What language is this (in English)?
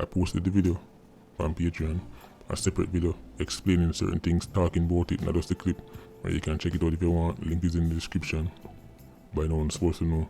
Jamaican Creole English